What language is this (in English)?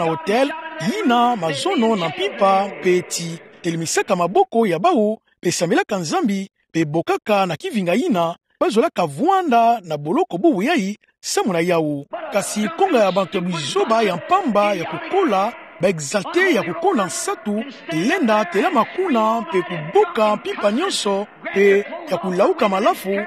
Kituba (Democratic Republic of Congo)